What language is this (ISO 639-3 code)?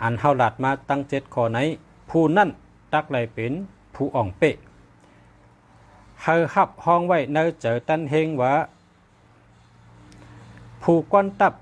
shn